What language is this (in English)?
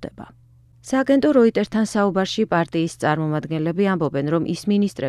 Georgian